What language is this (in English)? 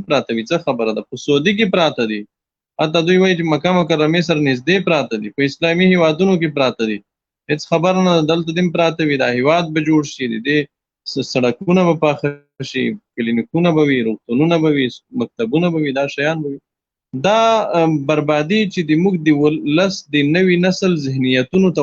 Pashto